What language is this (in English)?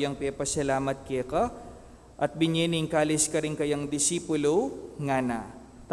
Pampanga